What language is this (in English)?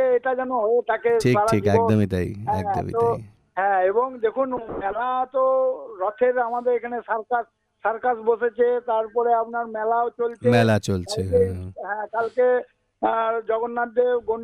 Bangla